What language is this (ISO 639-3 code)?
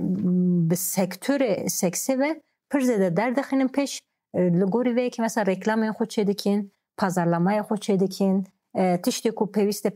kur